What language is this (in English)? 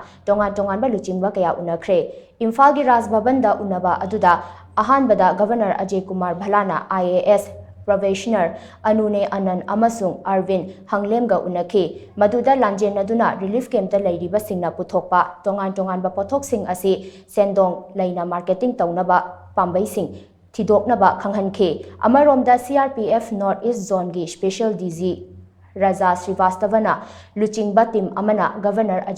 Manipuri